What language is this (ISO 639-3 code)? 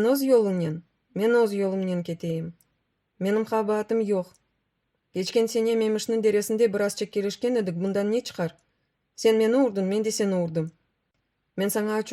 crh